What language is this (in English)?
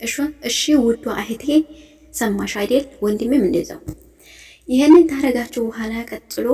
Amharic